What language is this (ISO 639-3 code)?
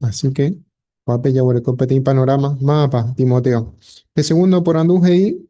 grn